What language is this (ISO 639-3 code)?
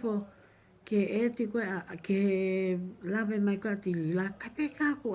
ton